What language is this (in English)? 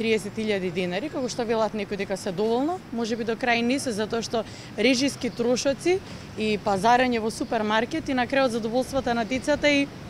Macedonian